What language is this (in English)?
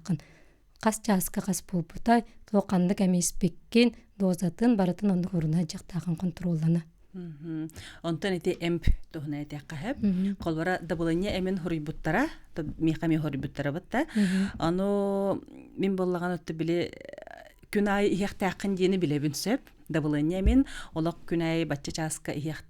Yakut